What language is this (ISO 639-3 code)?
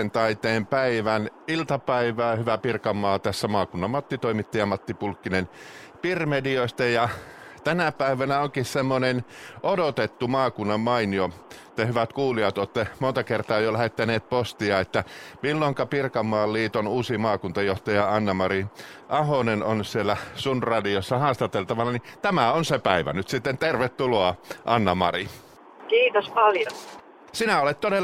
fin